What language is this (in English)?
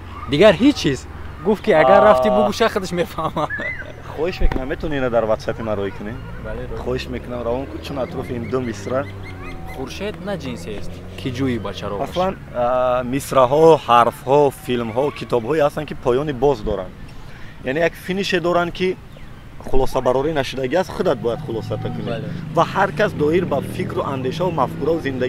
Tajik